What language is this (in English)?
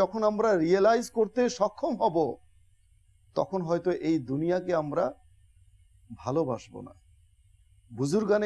Bangla